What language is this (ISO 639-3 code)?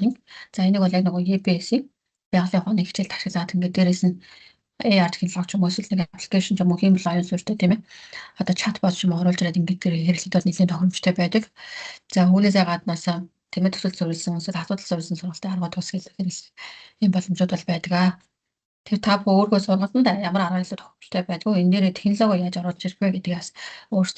mon